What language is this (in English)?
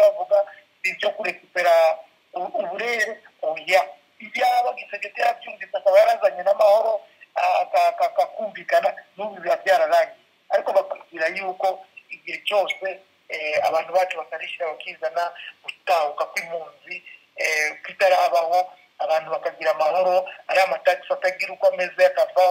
Kinyarwanda